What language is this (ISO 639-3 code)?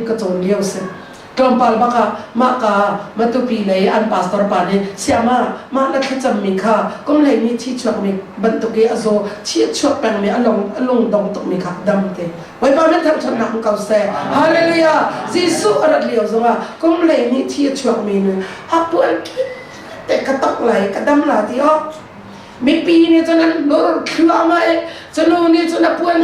cnh